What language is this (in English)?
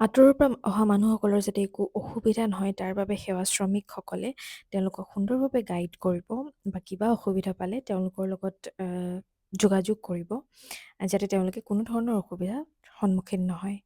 Assamese